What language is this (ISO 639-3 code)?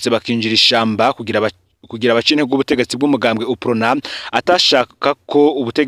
run